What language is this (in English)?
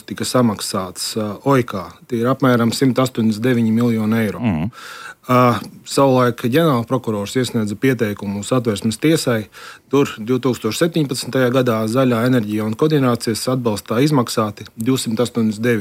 Latvian